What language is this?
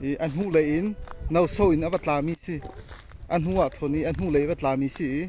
Hakha Chin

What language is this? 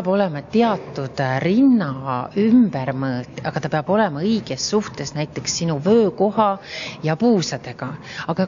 Estonian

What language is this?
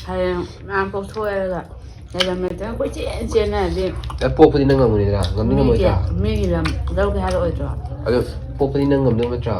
Manipuri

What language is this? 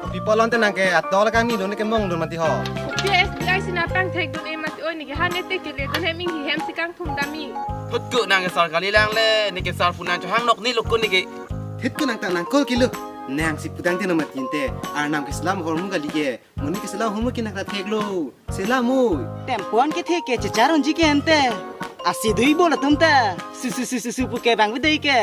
Karbi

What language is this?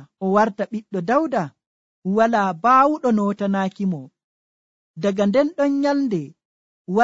Nigerian Fulfulde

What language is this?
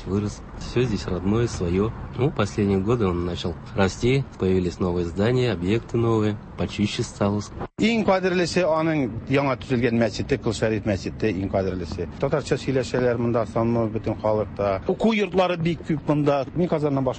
Tatar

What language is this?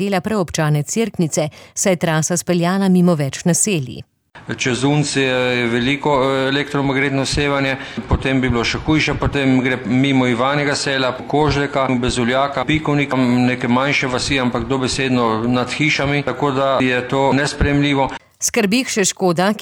Slovenian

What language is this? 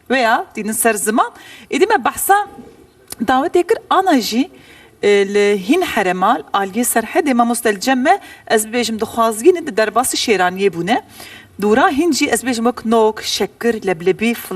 Kurdish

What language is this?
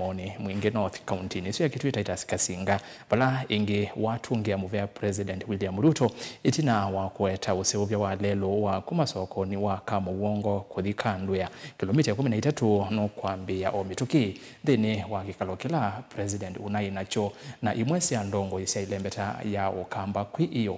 Kamba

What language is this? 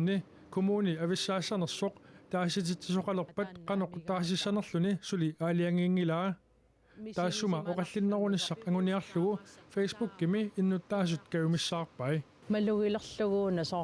Kalaallisut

